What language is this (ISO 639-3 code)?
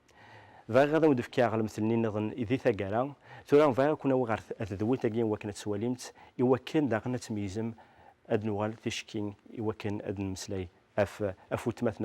kab